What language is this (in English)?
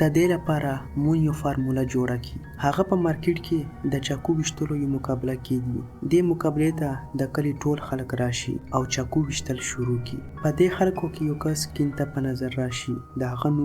Pashto